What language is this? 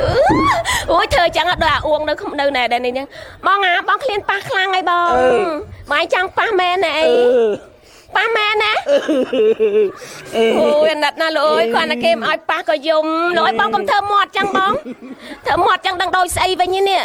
Khmer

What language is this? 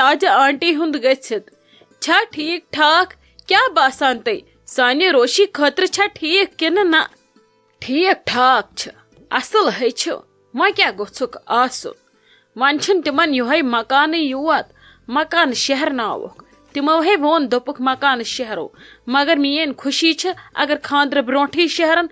Kashmiri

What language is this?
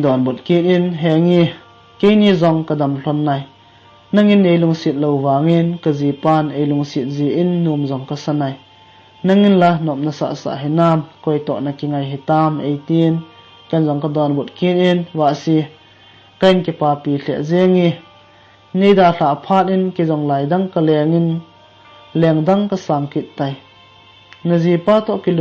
Thado Chin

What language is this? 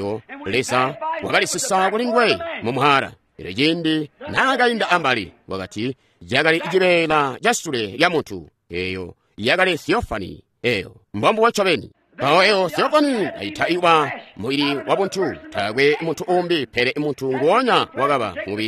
Tonga (Zambia)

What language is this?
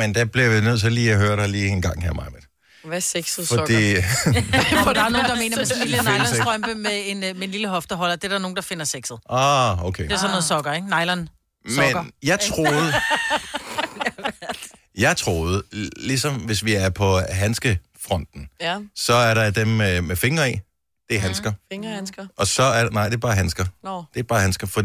Danish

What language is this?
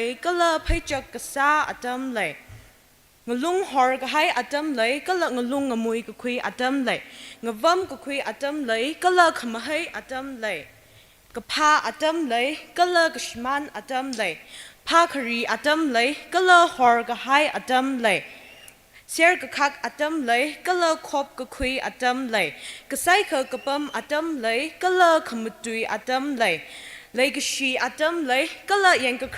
Tangkhul Naga (India)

